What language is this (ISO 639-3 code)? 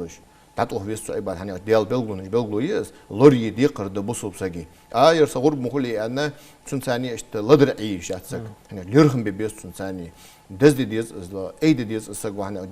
inh